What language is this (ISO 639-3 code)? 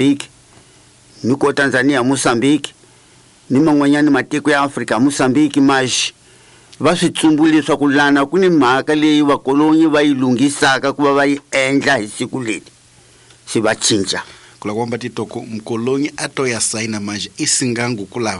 tso